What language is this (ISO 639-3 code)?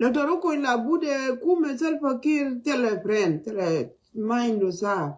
nus